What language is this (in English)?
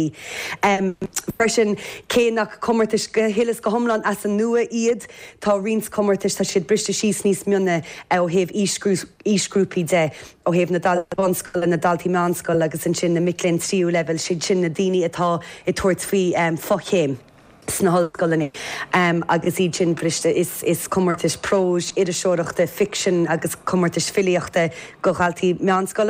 Irish